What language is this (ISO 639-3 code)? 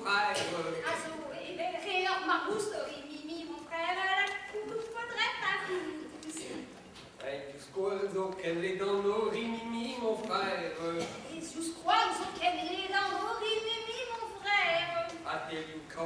bre